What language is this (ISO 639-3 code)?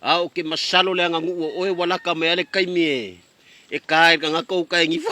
smo